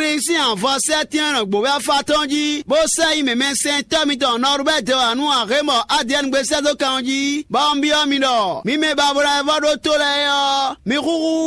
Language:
Fon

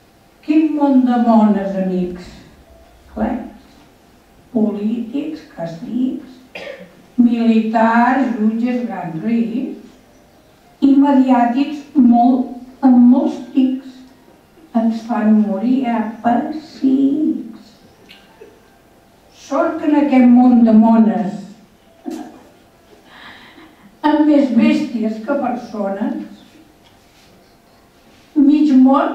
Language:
Catalan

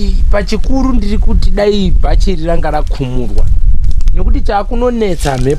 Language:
Shona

